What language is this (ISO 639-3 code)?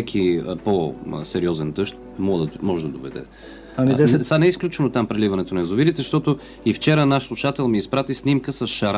bul